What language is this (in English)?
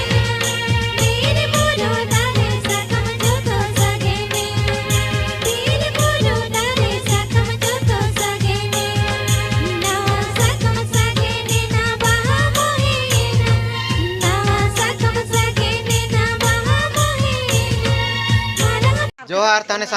Santali